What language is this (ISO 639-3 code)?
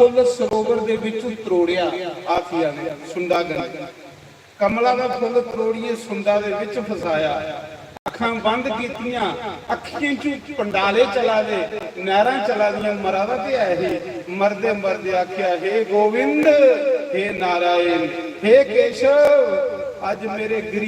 doi